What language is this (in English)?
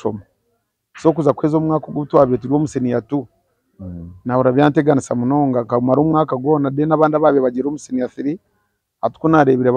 Nyankole